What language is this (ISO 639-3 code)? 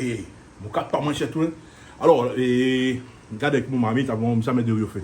rcf